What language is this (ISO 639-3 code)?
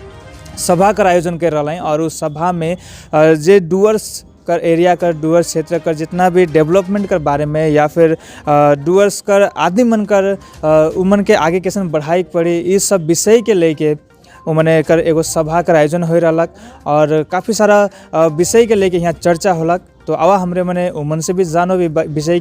sck